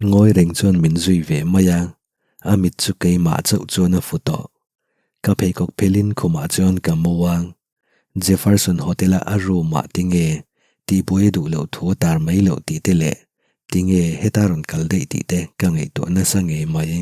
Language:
Mizo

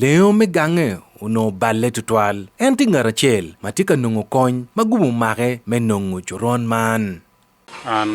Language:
Acoli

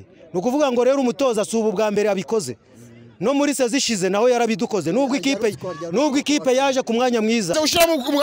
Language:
Kinyarwanda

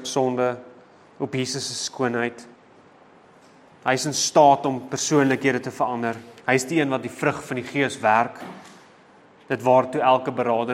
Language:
Afrikaans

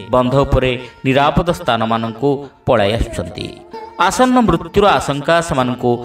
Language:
Odia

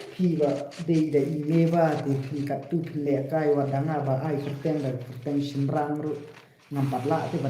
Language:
Khasi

